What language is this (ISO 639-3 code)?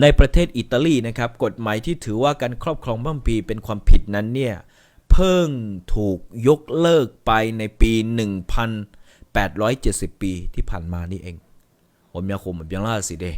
ahk